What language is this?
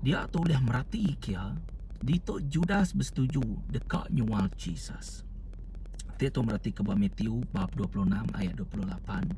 Iban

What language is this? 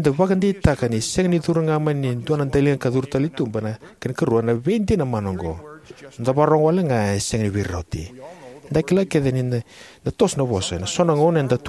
Fijian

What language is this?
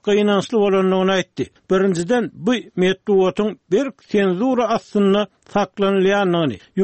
Turkmen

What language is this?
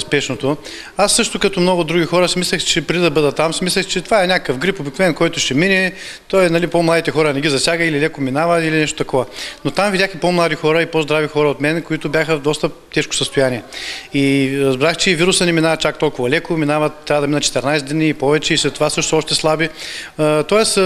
Bulgarian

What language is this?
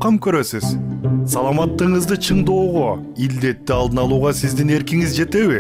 Kyrgyz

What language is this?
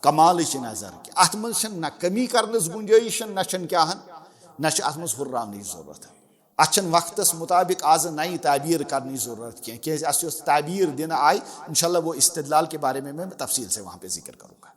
Kashmiri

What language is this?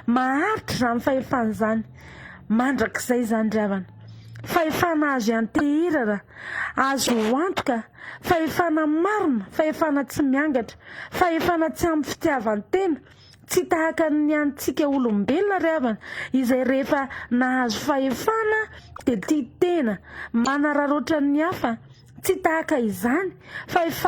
Malagasy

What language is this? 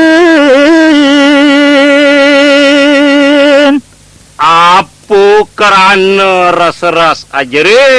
Balinese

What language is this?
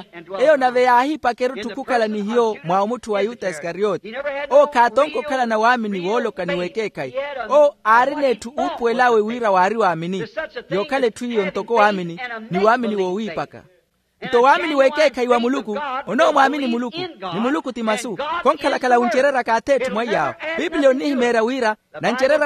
Makhuwa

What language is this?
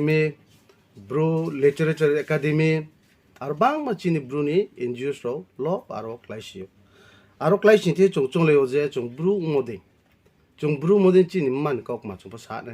Riang (India)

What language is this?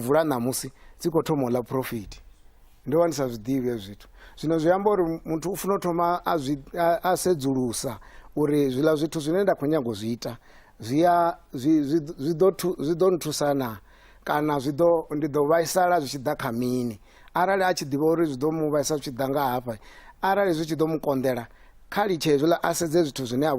Venda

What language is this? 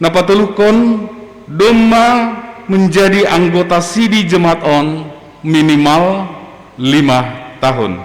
Batak Simalungun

